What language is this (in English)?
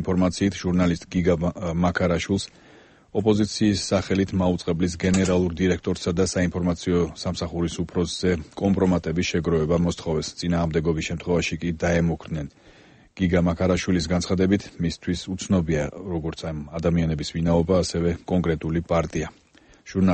Georgian